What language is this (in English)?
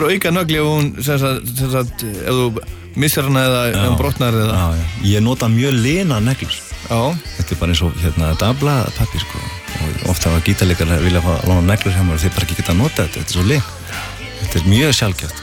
Icelandic